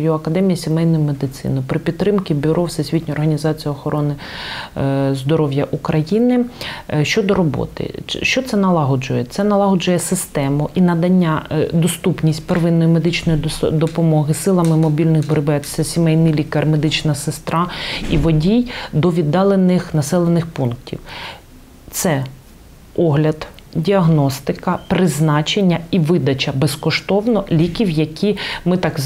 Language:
Ukrainian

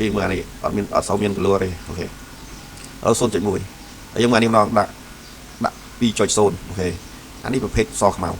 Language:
Khmer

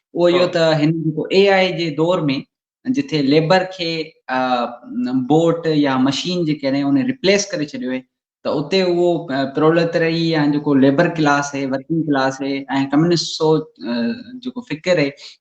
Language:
Sindhi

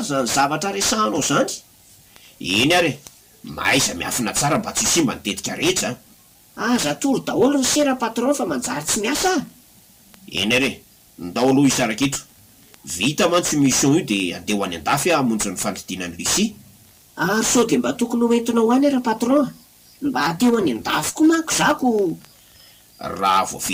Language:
Malagasy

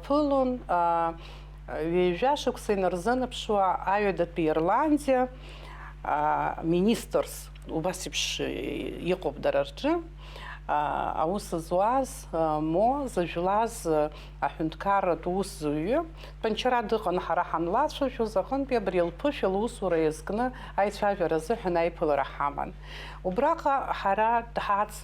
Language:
Abkhazian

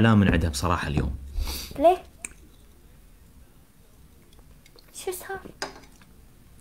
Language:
Mesopotamian Arabic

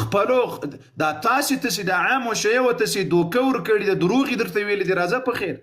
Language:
Pashto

